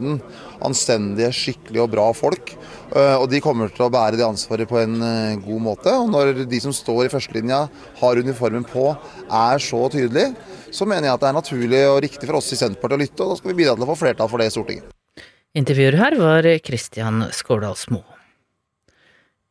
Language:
Norwegian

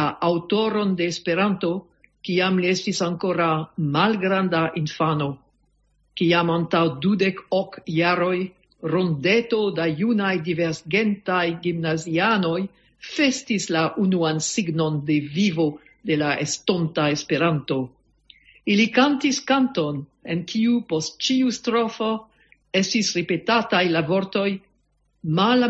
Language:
Esperanto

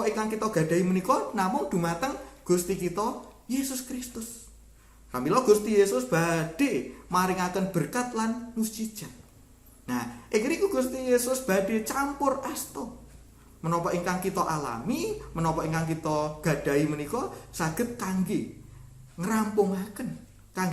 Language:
Javanese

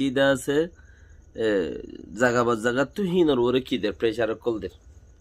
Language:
Rohingya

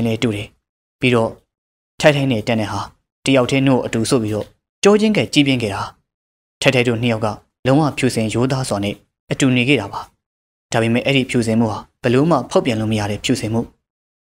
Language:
Burmese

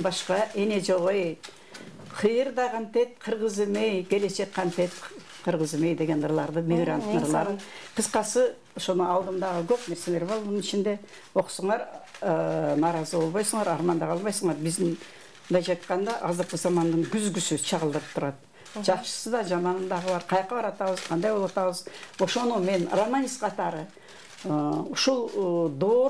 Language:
Kyrgyz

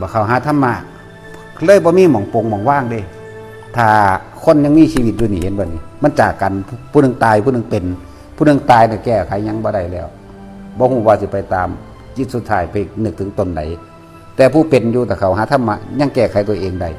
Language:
Northeastern Thai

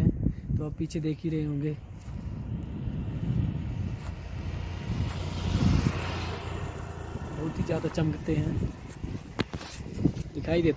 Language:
Hindi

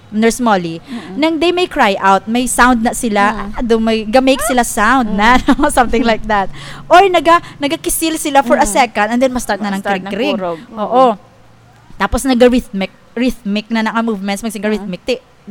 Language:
Hiligaynon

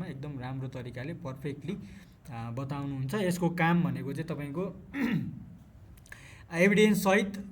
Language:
Nepali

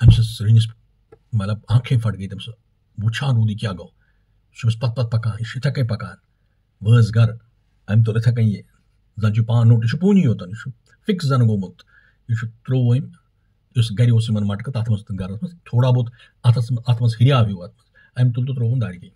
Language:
Kashmiri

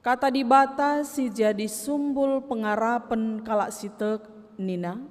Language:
Batak Karo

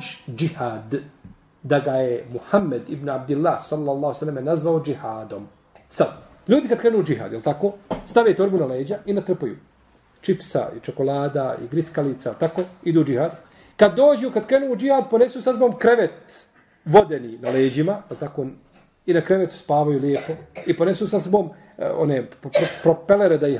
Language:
Bosnian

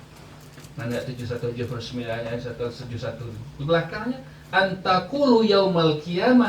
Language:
Minangkabau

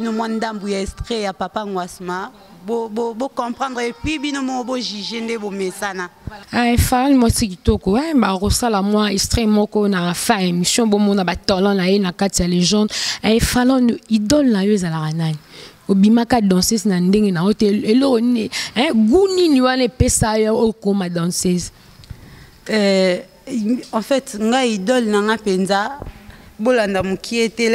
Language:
Lingala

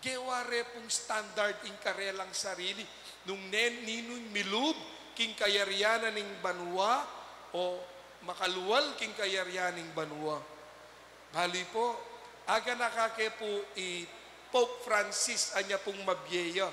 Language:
Pampanga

